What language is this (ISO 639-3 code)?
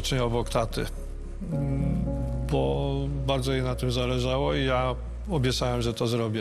pol